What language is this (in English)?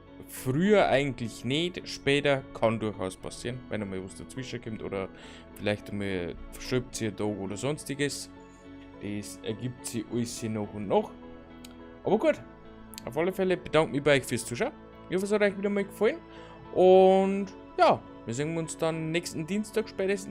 Bavarian